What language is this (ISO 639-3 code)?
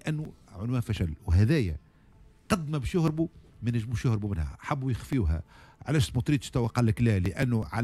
aeb